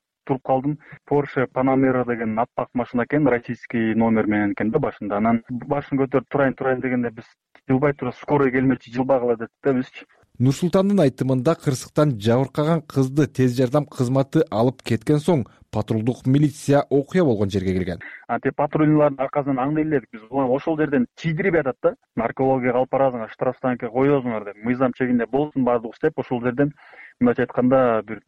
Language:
Kyrgyz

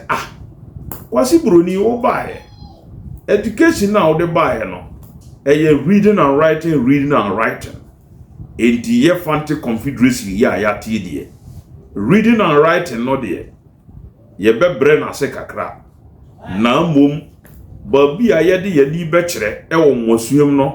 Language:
Akan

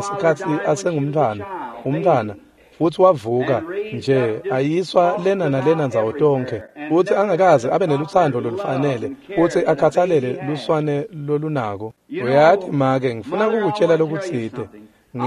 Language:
Swati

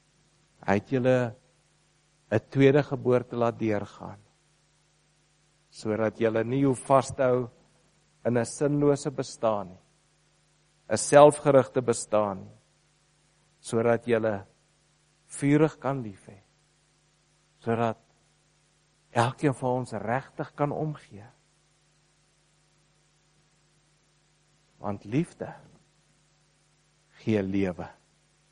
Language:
Afrikaans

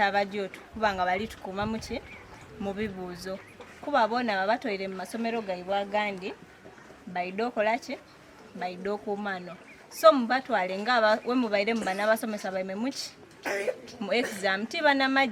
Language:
Soga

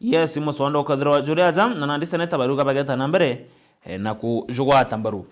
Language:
Meru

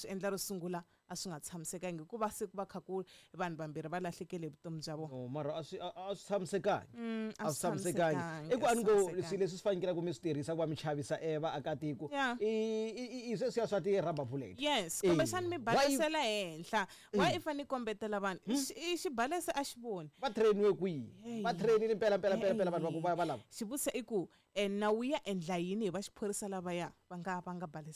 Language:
Tsonga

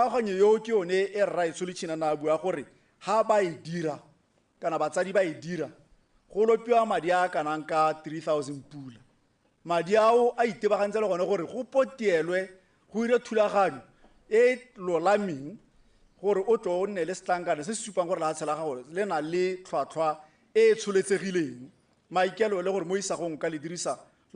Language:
Tswana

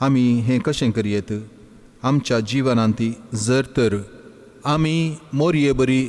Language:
Konkani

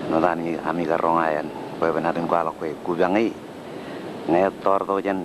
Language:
Marshallese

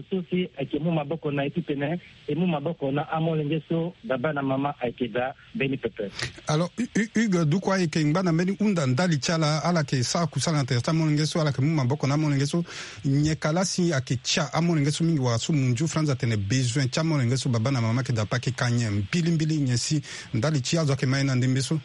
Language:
Sango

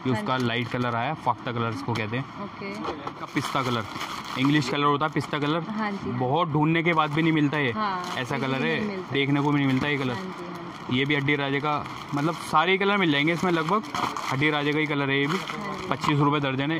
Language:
Hindi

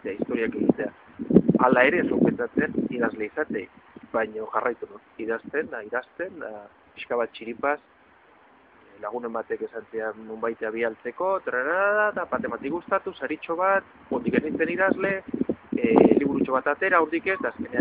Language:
Basque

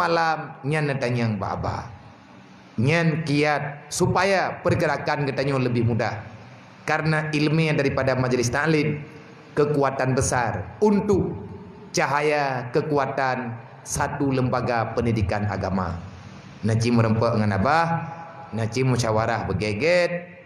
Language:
Achinese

